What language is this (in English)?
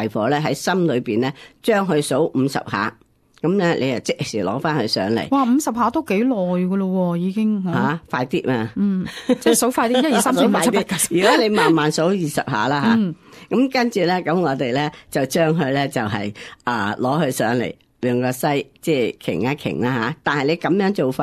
Cantonese